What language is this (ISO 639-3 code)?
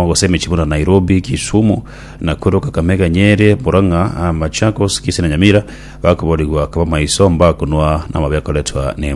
guz